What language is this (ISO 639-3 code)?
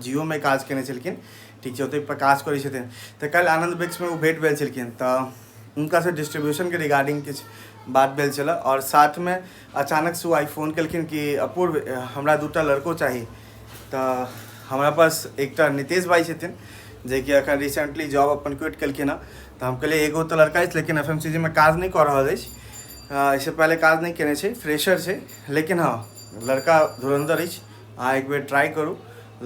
mai